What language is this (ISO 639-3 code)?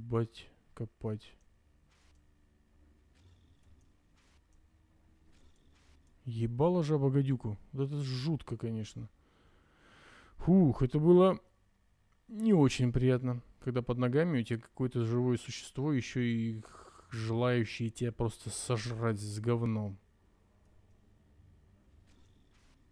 rus